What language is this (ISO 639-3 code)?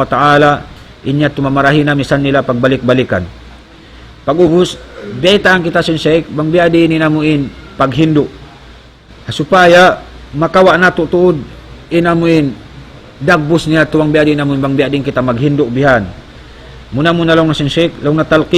tsg